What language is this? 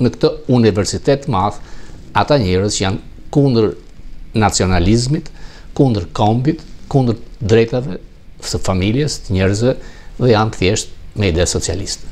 Albanian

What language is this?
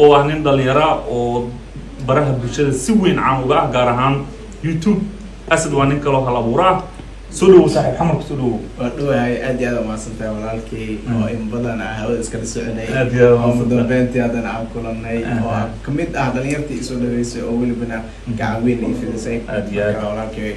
Somali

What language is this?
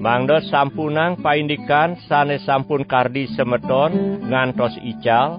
Balinese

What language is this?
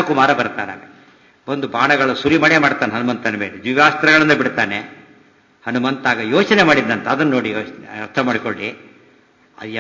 Kannada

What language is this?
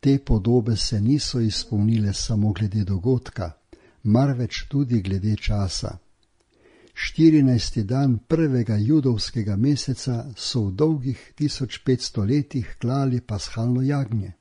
Slovenian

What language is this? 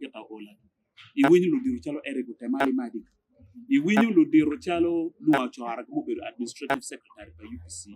Acoli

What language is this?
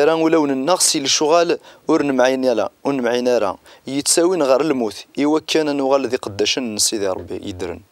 Kabyle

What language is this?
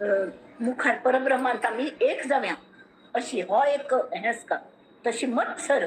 Konkani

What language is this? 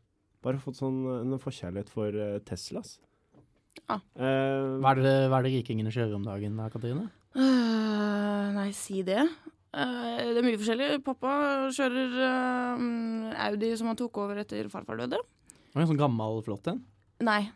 Norwegian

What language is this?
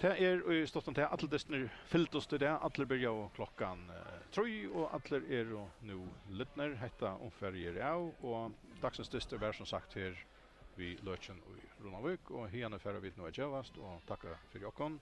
Faroese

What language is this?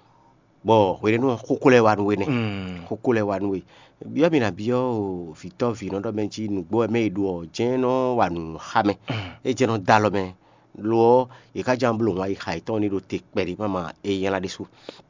Fon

